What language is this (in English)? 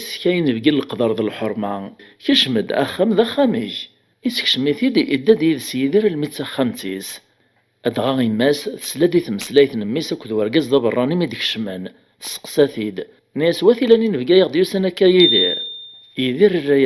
Kabyle